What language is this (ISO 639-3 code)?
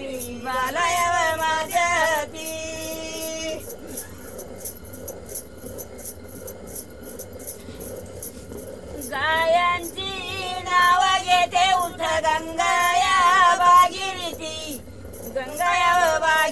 mar